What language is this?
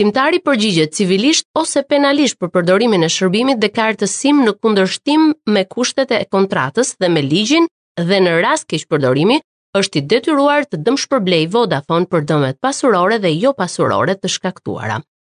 Albanian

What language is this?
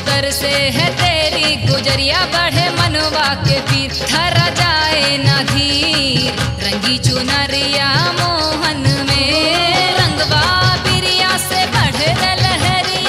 Bhojpuri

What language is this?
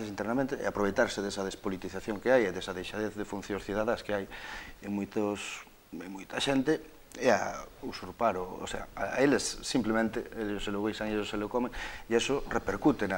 Galician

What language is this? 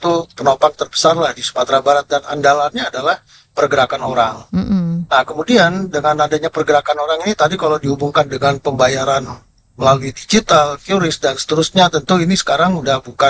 Indonesian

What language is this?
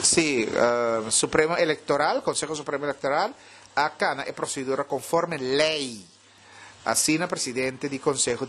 Papiamento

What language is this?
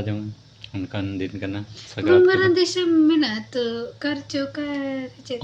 Santali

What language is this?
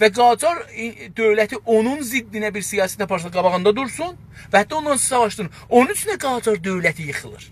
South Azerbaijani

